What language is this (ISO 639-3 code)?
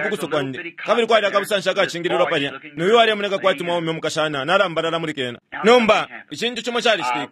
bem